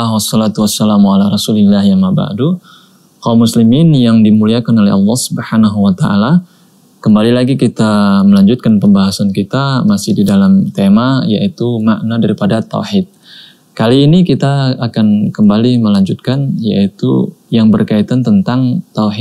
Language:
Indonesian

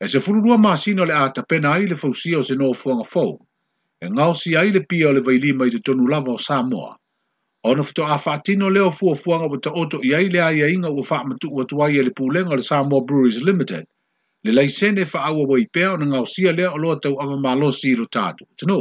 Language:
Samoan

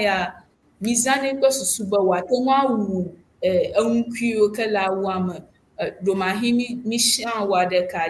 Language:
Ewe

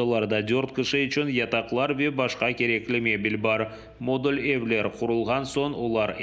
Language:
Crimean Tatar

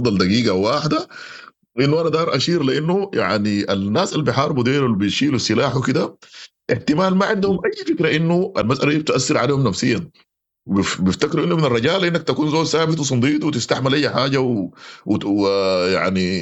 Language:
Sudanese Arabic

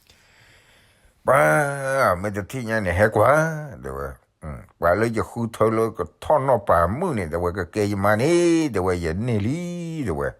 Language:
S'gaw Karen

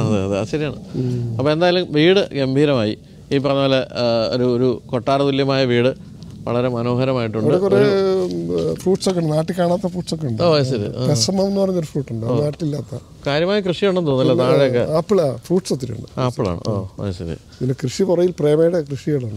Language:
Malayalam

